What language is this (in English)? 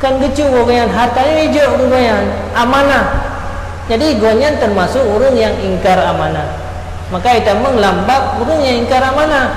Achinese